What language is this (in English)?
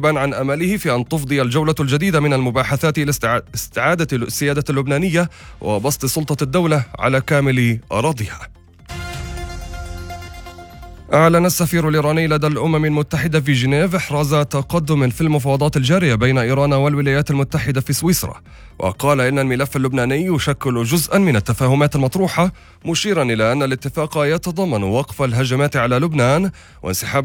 Arabic